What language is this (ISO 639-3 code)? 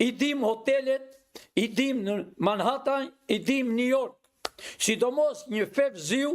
sqi